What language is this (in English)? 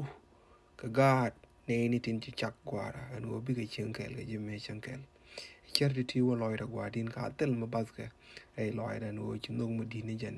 Nuer